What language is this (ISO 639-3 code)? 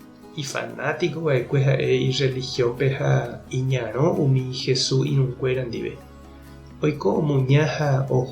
grn